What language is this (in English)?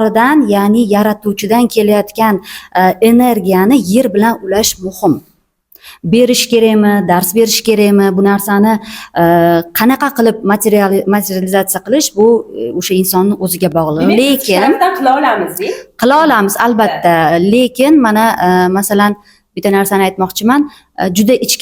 Uzbek